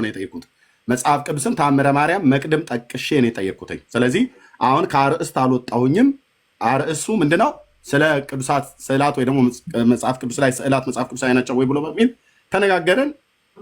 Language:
Amharic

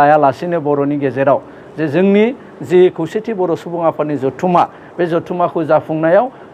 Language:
Bodo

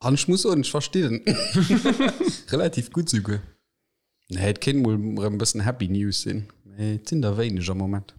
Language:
Luxembourgish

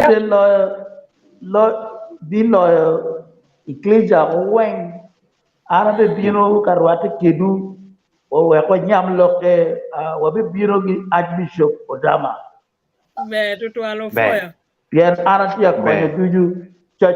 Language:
Acoli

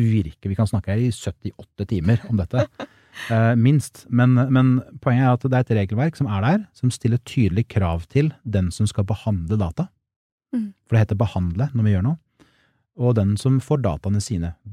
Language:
Norwegian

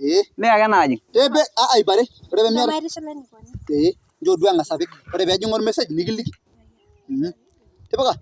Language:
Masai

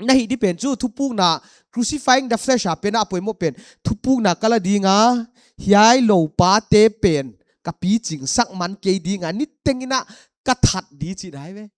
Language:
Paite Chin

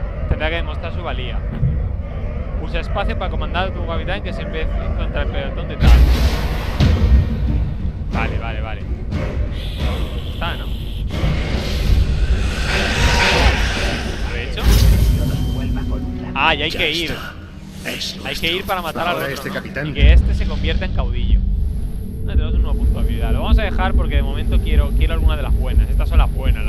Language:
Spanish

